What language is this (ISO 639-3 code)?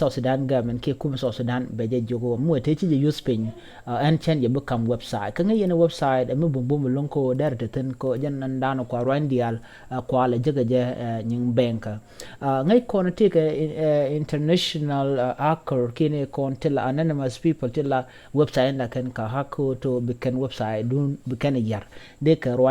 nus